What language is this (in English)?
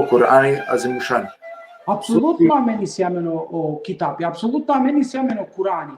Balkan Romani